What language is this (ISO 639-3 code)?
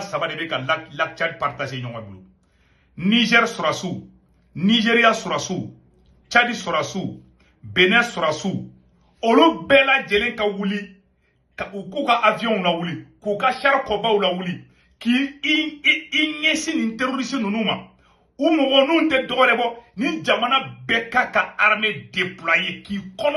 bam